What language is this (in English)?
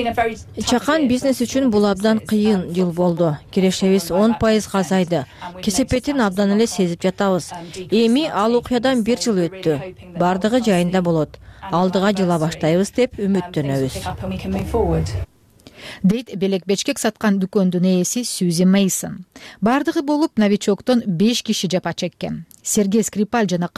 Kyrgyz